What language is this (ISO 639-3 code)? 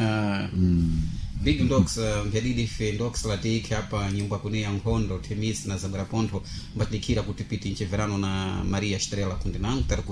seh